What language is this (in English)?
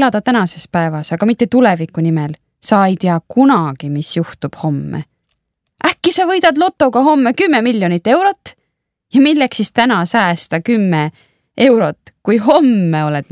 Estonian